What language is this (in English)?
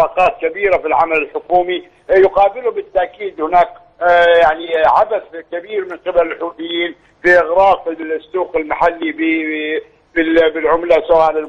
Arabic